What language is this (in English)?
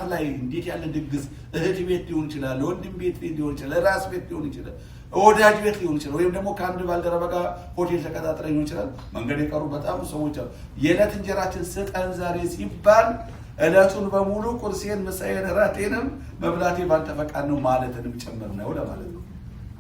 Amharic